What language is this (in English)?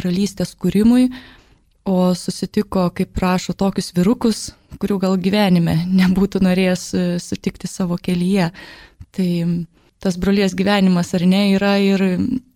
Lithuanian